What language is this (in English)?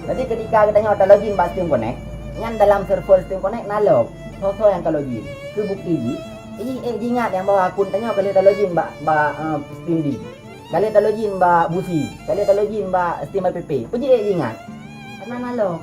Achinese